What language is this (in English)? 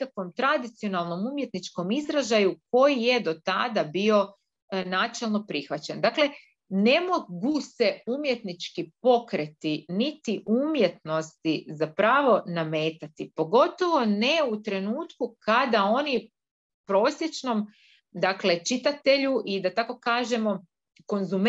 Croatian